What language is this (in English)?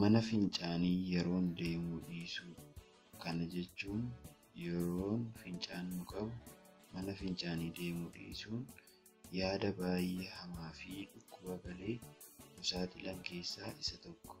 Oromo